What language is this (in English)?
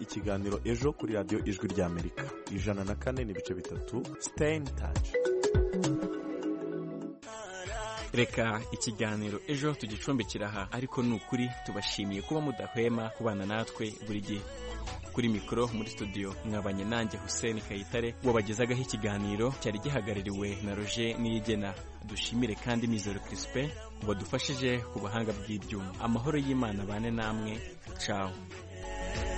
Kinyarwanda